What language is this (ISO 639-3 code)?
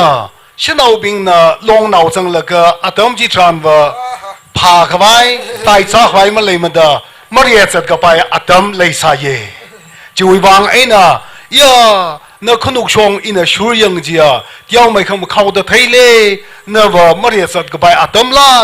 nmf